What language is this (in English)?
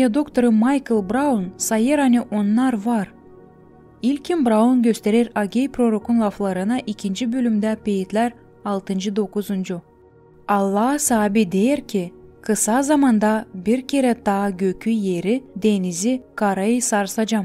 Gagauz